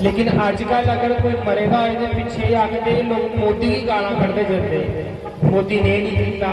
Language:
Dogri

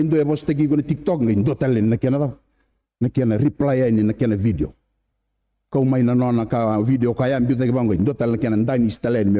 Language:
Fijian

